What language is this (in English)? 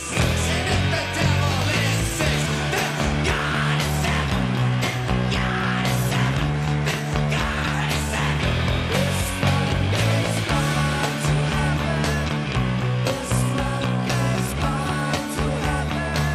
English